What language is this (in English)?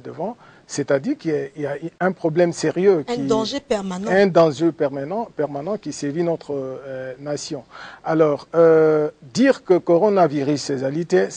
French